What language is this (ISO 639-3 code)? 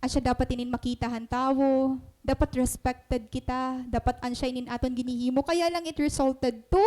war